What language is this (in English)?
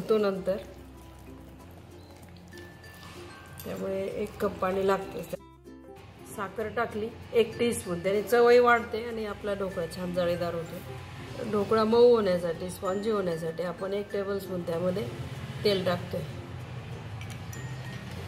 Marathi